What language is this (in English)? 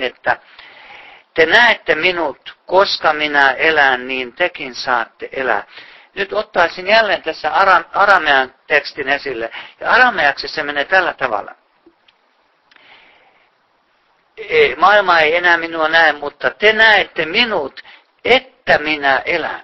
Finnish